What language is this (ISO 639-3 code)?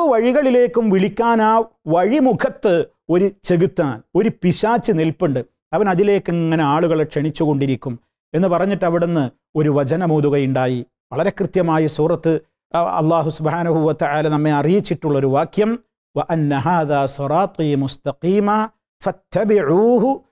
mal